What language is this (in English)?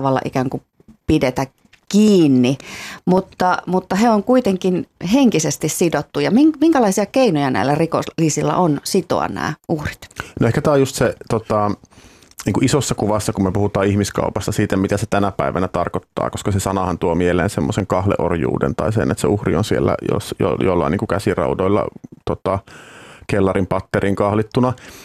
Finnish